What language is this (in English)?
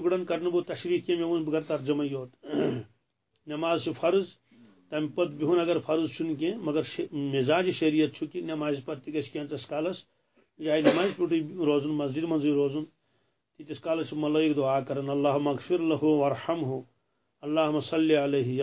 Kashmiri